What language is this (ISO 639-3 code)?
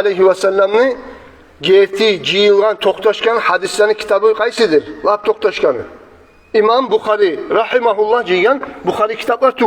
kum